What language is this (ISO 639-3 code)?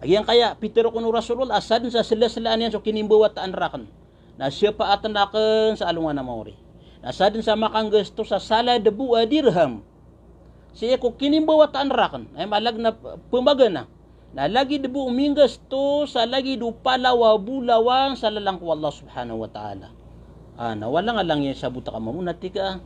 mrw